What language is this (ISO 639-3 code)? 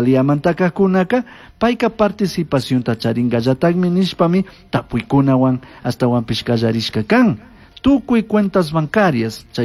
qug